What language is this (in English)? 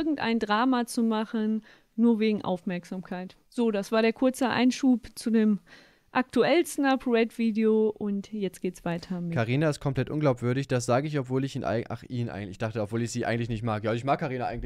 German